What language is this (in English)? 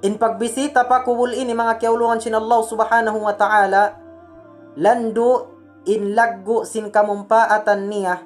Tausug